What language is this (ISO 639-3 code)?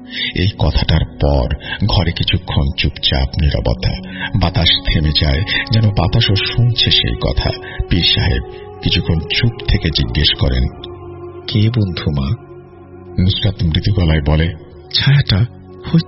ben